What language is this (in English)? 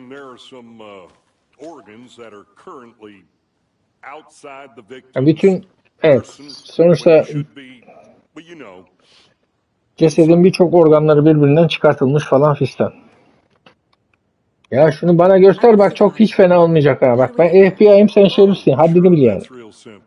Turkish